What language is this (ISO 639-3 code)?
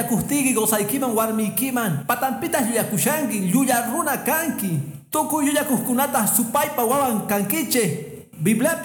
que